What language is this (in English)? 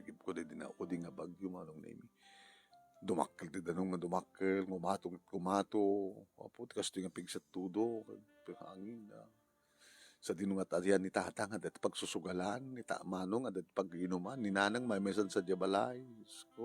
Iloko